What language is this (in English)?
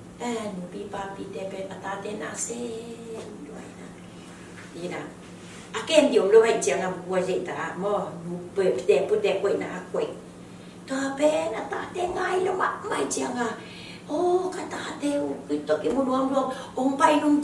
Tedim Chin